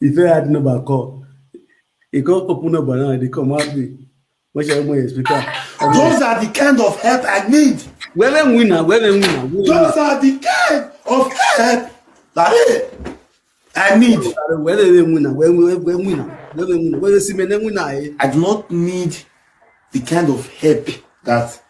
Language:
Nigerian Pidgin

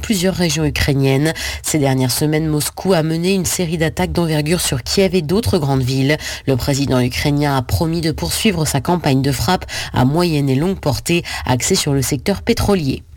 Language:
French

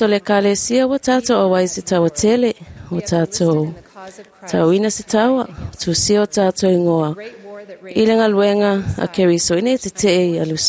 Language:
Samoan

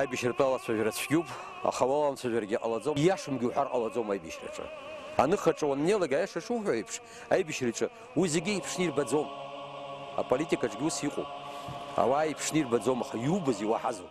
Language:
Abkhazian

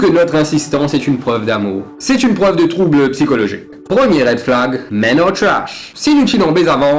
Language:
Morisyen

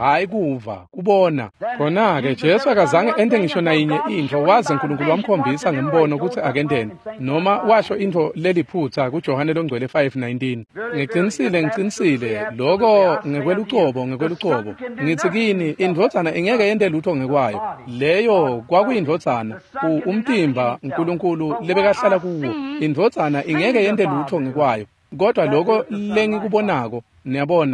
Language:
Swati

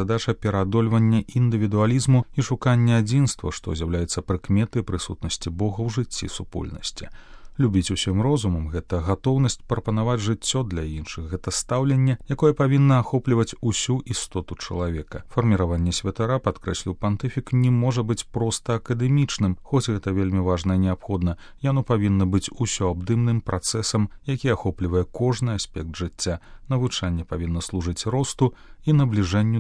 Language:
Belarusian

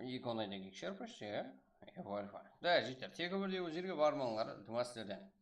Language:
Kara-Kalpak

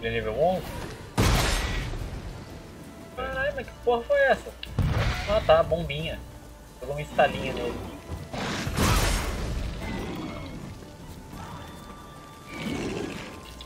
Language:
Portuguese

